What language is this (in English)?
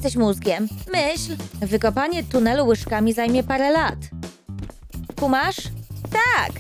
Polish